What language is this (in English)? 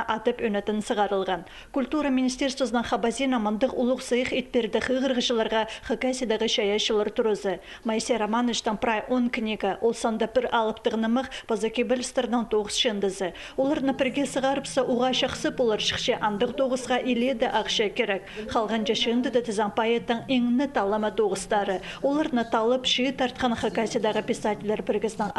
Khakas